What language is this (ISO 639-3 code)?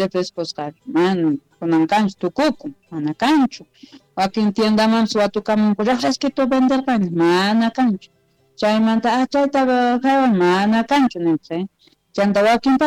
quh